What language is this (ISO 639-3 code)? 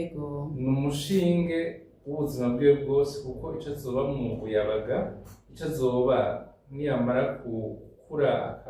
run